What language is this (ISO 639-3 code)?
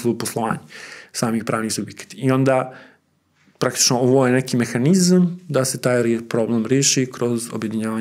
srp